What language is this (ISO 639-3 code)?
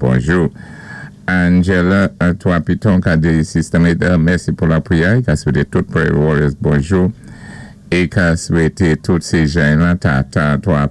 acf